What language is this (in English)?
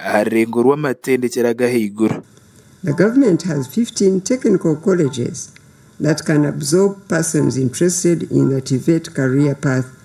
Nyankole